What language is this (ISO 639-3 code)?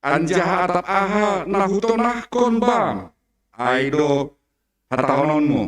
bts